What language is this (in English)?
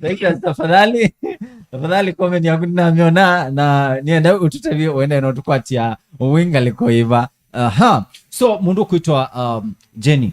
Kamba